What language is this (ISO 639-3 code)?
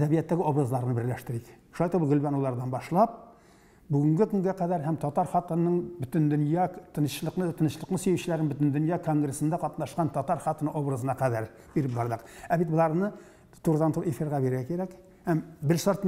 tat